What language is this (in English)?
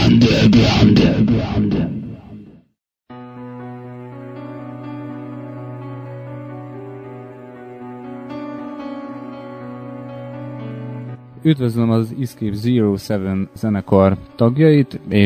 Hungarian